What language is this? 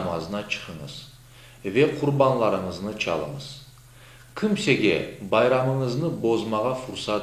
Crimean Tatar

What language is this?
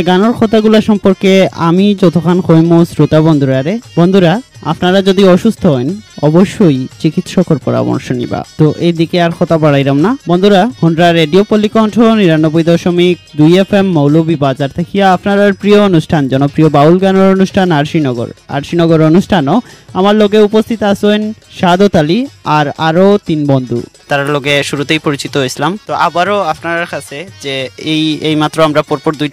Sylheti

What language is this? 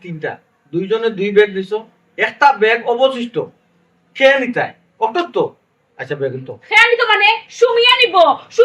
Sylheti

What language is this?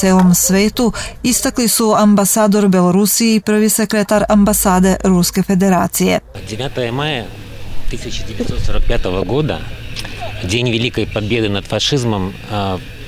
Serbian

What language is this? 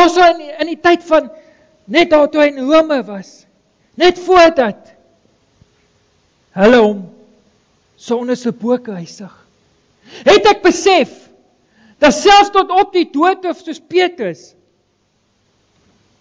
Afrikaans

